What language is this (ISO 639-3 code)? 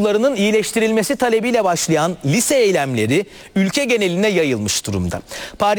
tur